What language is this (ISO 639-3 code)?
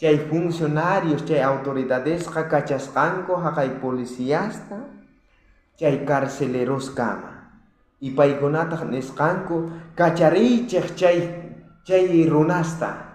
quh